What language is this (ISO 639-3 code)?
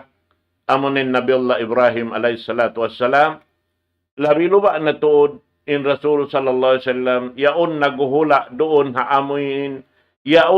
tsg